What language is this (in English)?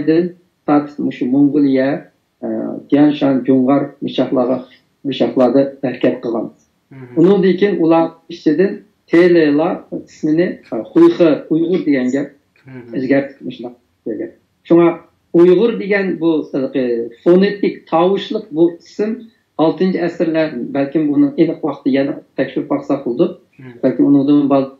Uyghur